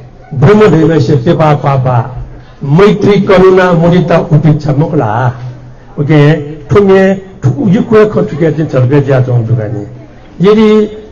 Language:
Newari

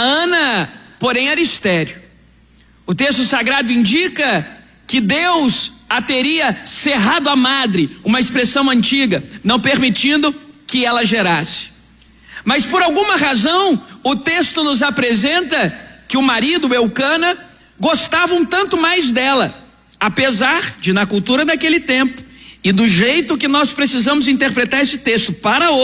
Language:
Portuguese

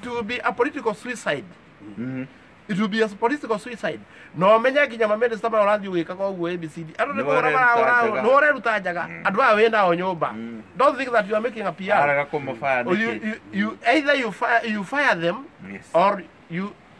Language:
Kikuyu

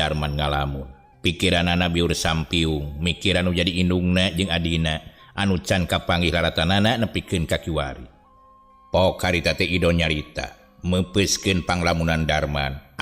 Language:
Sundanese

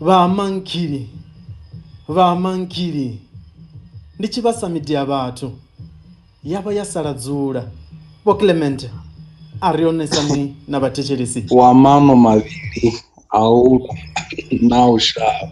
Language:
Venda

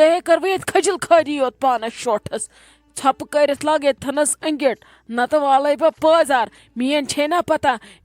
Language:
Kashmiri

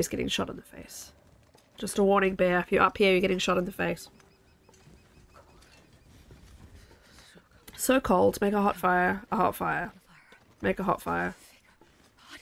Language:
English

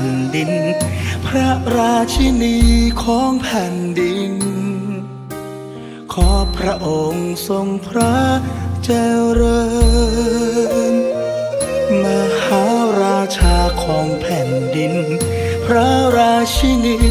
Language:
Thai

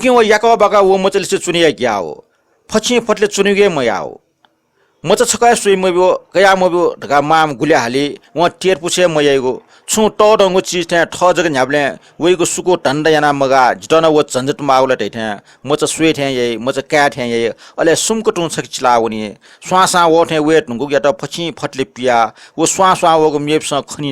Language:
Newari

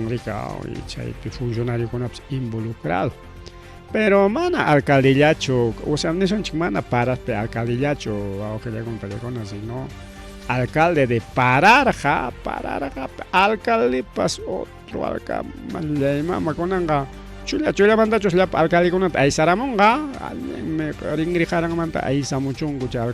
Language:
Ayacucho Quechua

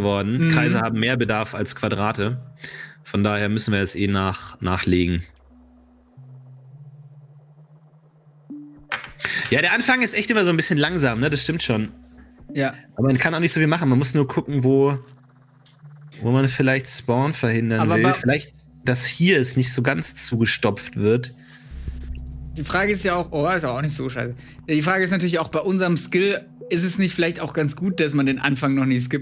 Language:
German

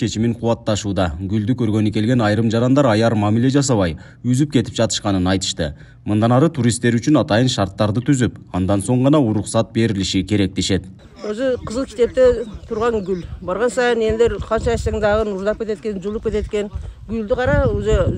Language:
Kyrgyz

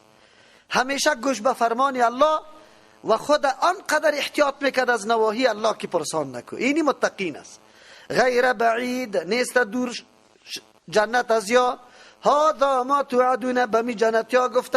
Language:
Persian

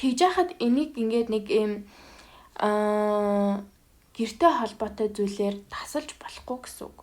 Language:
Mongolian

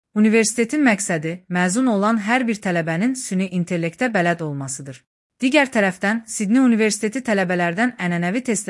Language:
Azerbaijani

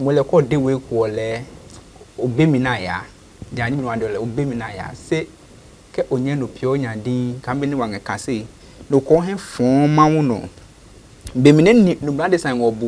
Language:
Adangme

